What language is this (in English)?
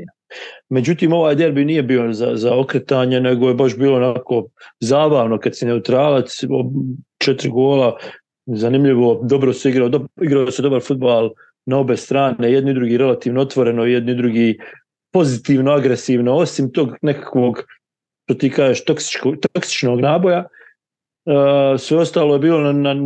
Serbian